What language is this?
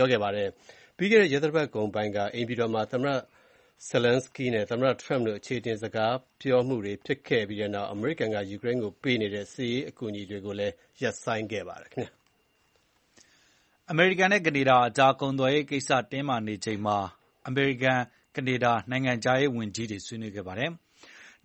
Burmese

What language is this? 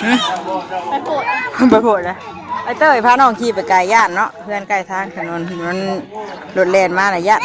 Northeastern Thai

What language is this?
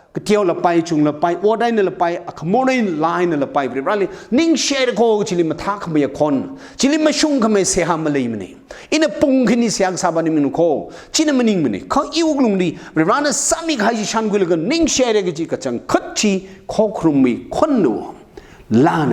Tangkhul Naga (India)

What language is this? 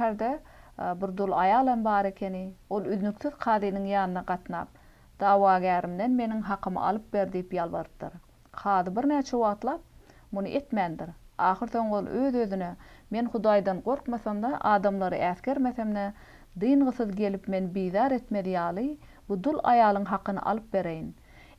Turkmen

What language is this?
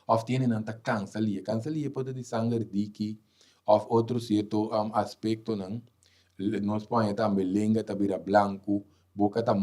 Papiamento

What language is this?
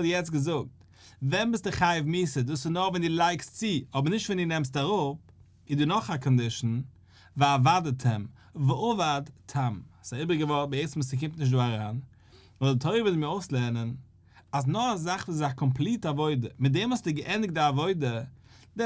Yiddish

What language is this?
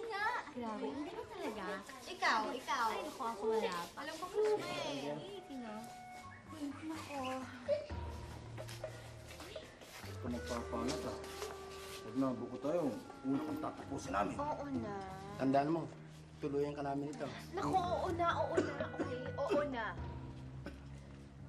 Filipino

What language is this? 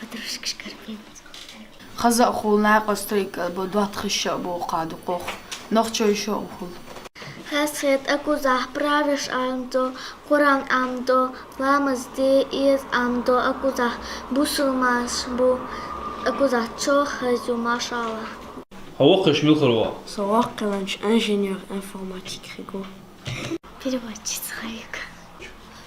Chechen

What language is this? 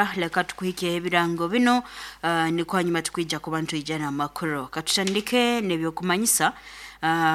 Nyoro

